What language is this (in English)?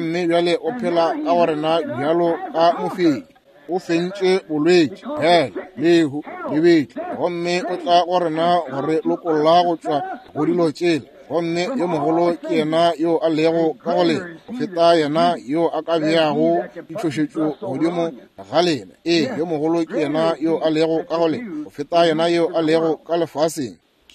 Northern Sotho